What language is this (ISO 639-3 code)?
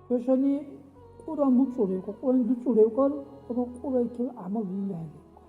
dar